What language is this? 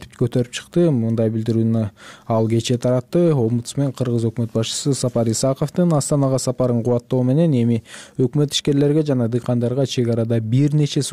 Kyrgyz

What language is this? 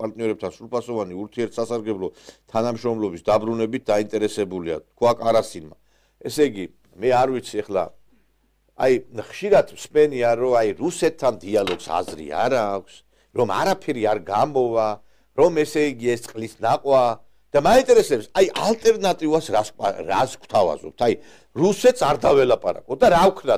Georgian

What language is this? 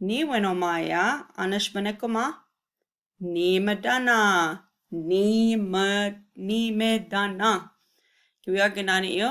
Chippewa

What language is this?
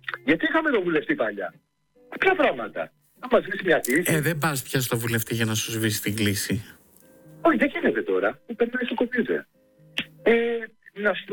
Greek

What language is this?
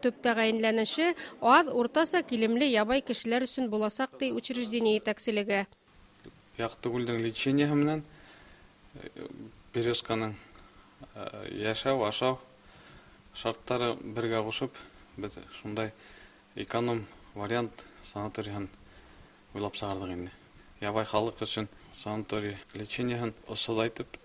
Bashkir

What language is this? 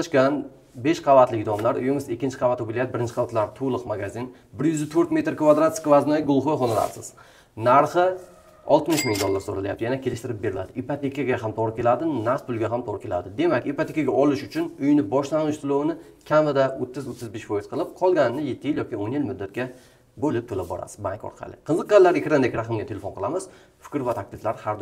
Uzbek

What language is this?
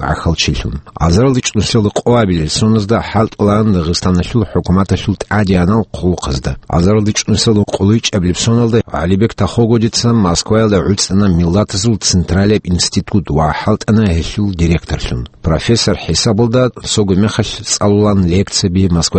Avaric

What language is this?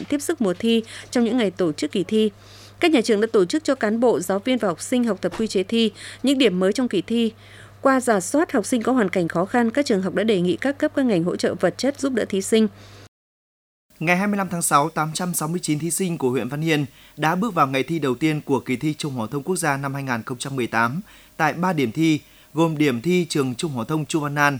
Vietnamese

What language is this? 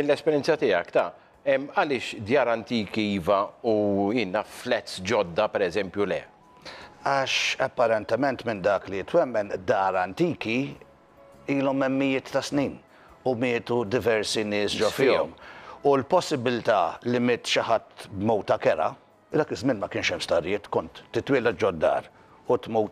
Maltese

